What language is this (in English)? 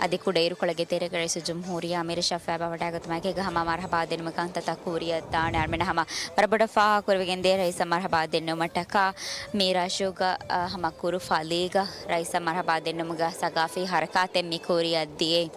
Divehi